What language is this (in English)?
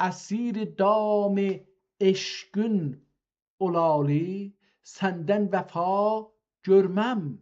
South Azerbaijani